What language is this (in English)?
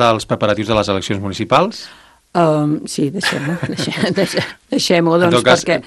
Catalan